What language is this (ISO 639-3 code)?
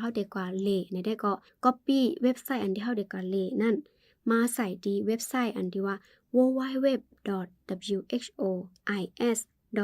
shn